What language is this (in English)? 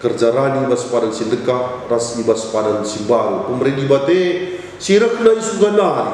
Batak Karo